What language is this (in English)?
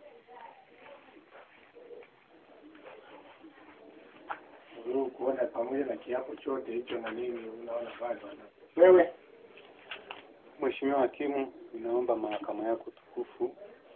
Swahili